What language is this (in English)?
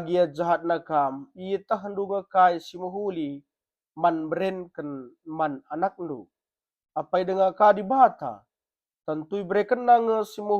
Batak Karo